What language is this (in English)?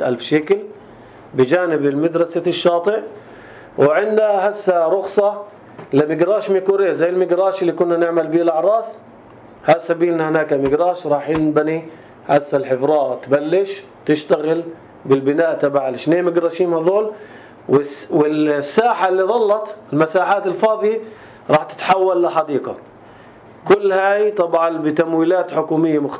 North Levantine Arabic